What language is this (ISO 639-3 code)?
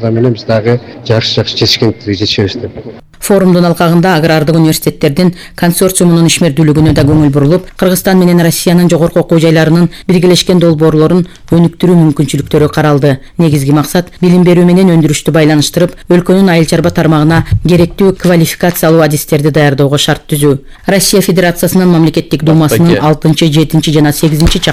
kir